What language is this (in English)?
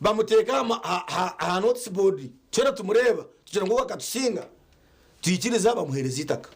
Nyankole